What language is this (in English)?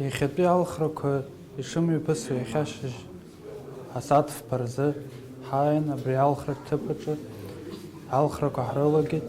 Abkhazian